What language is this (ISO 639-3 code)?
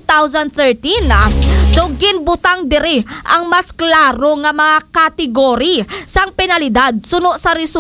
hil